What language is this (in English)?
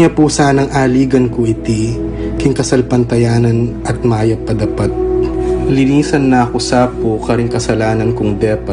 Pampanga